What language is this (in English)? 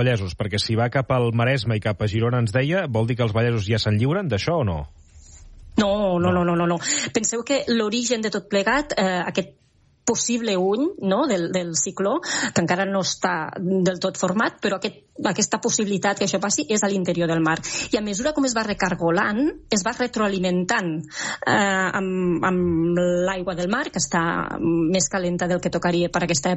Catalan